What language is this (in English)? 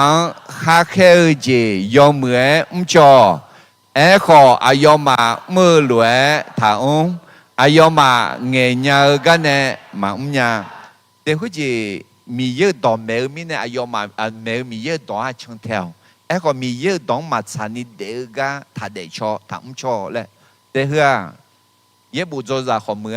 Akha